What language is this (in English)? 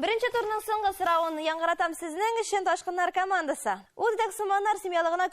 Tatar